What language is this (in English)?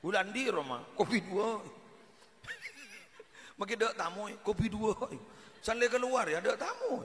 Madurese